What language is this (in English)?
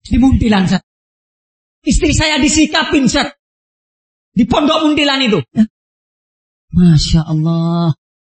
Indonesian